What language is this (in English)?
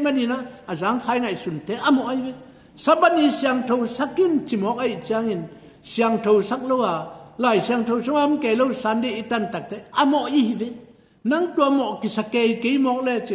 Tedim Chin